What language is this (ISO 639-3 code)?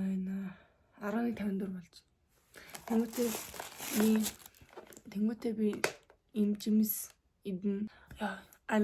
mon